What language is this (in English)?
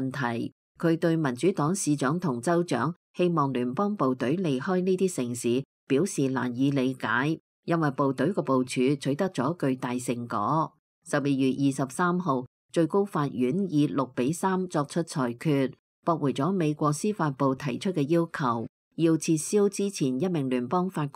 Cantonese